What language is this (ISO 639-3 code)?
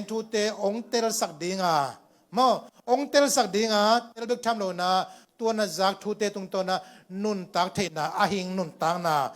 ctd